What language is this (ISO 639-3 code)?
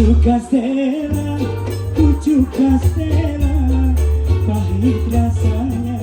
bjn